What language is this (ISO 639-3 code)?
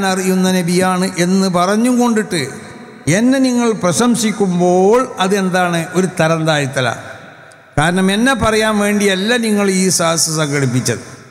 mal